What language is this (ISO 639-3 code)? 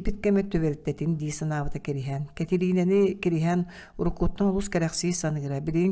sah